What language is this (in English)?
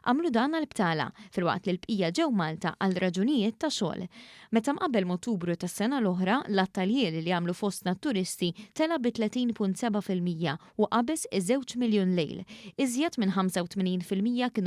Maltese